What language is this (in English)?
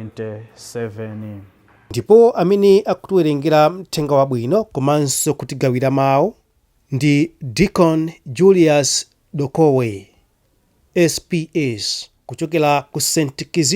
Nyanja